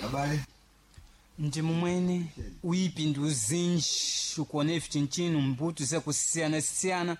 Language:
Sena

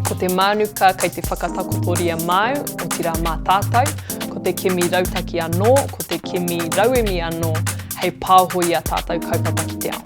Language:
Māori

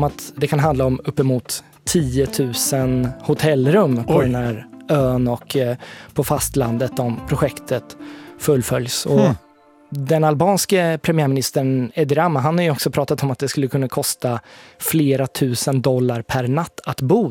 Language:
Swedish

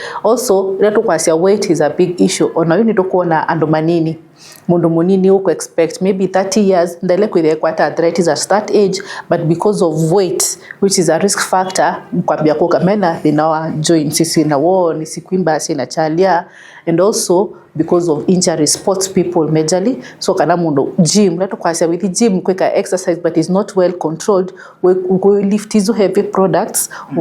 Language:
Kamba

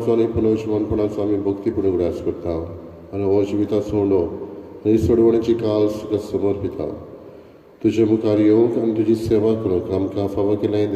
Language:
Konkani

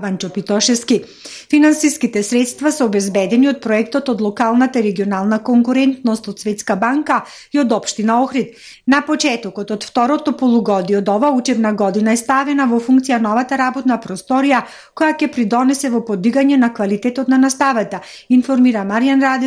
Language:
Macedonian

